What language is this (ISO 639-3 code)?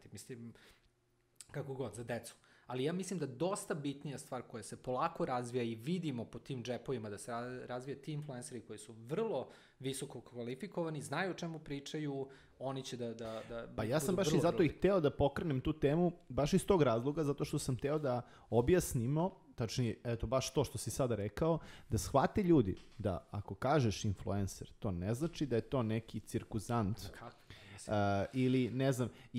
srp